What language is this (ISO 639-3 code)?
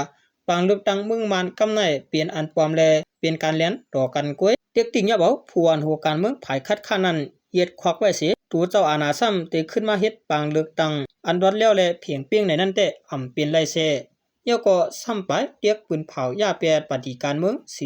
shn